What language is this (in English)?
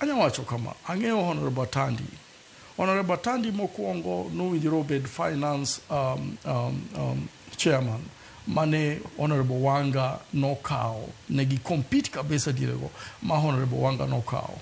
Luo (Kenya and Tanzania)